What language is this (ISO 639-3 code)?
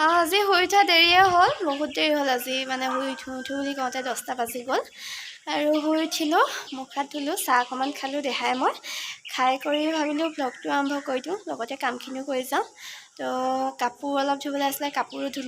asm